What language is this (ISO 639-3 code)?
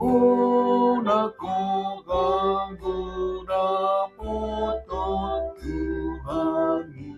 bbc